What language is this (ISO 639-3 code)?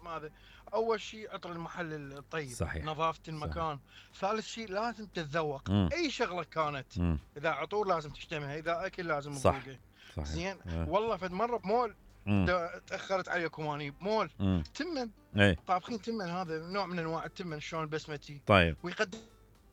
acm